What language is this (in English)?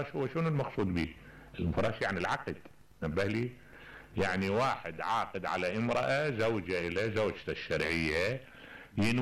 Mesopotamian Arabic